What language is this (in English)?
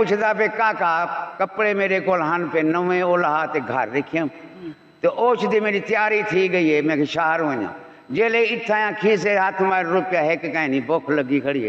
Saraiki